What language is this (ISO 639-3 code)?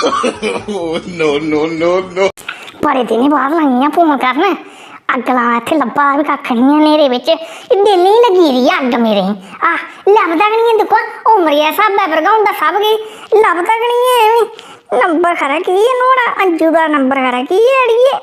doi